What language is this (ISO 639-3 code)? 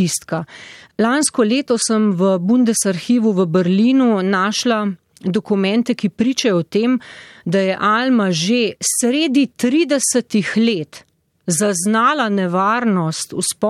slv